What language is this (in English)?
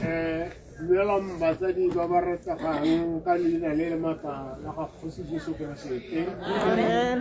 Tswana